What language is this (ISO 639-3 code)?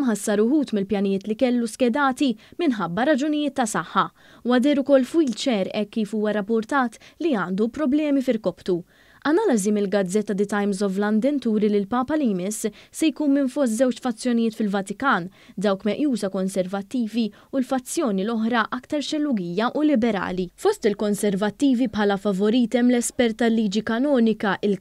mlt